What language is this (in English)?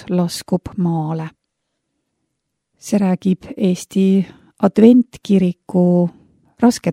Estonian